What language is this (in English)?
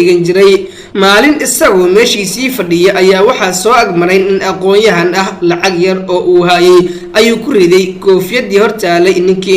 Somali